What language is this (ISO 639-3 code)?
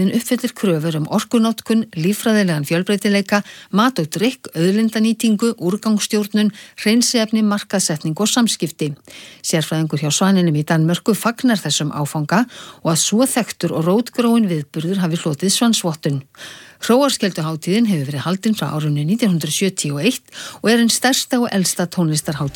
isl